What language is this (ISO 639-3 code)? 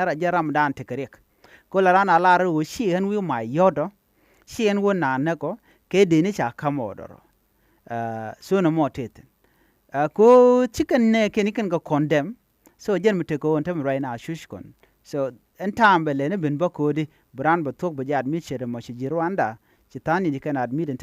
nus